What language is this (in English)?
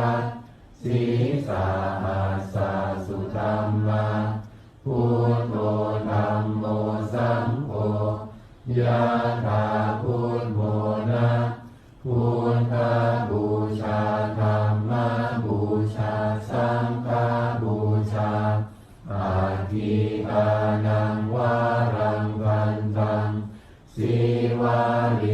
Pali